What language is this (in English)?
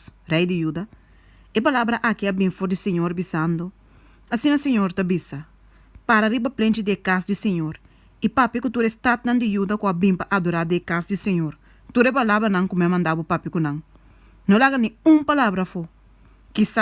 Papiamento